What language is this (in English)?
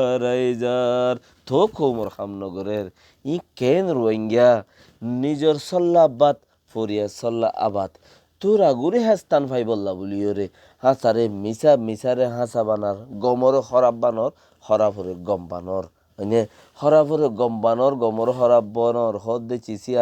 Rohingya